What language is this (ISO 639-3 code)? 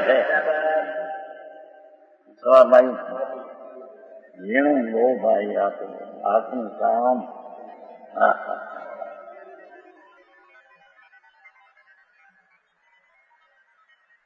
guj